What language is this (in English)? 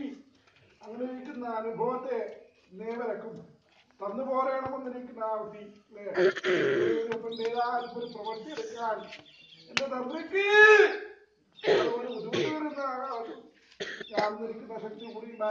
Malayalam